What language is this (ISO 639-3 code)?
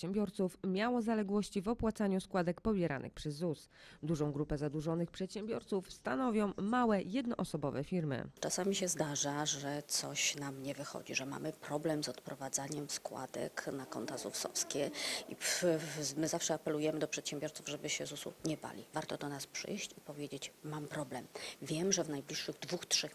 pol